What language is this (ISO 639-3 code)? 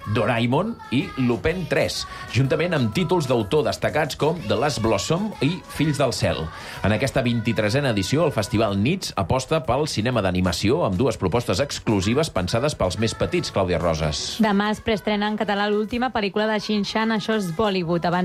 cat